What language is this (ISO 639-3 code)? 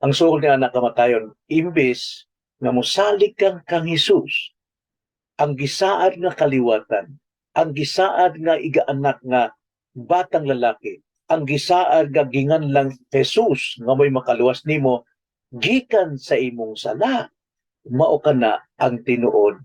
ceb